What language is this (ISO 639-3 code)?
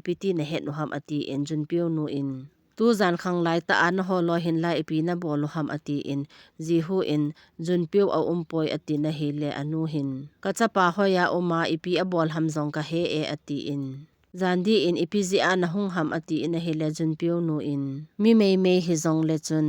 tcz